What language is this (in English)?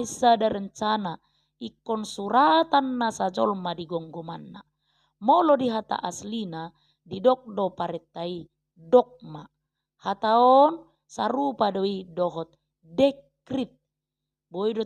Batak Toba